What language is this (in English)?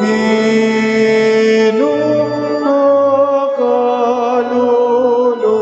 Pampanga